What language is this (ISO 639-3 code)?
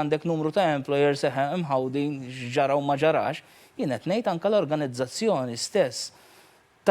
mlt